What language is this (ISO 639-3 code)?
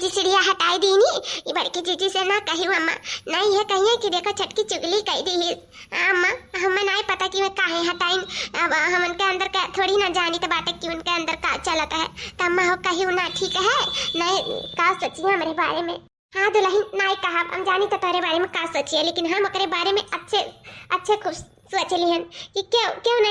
awa